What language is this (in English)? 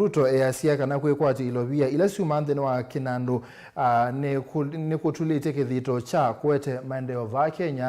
Kamba